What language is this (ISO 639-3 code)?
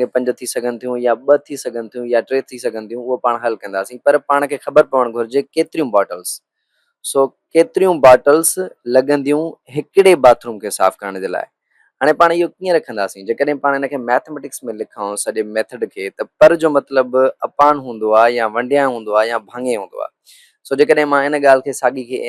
snd